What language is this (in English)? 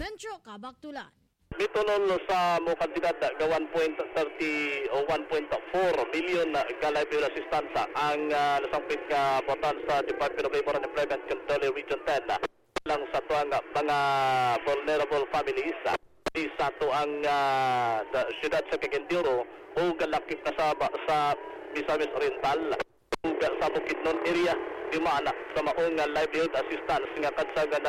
Cebuano